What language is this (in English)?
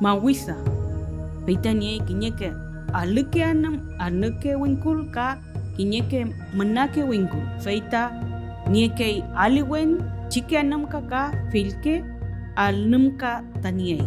Mapuche